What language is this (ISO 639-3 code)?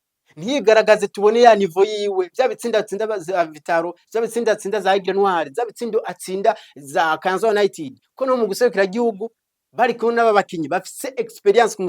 run